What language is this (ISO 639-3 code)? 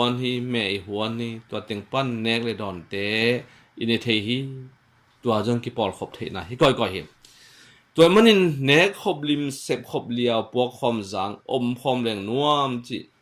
ctd